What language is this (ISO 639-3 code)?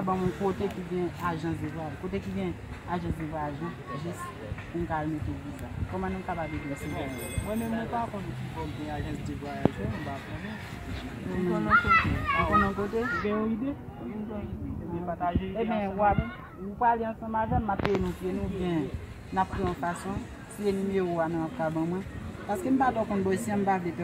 hat